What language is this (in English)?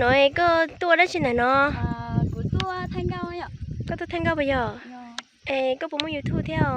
Hmong